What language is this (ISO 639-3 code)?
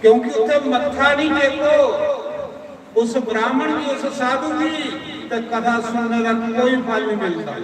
doi